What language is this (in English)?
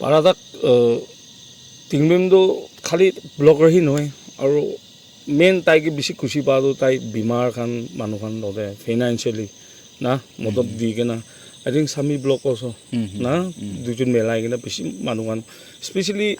Naga Pidgin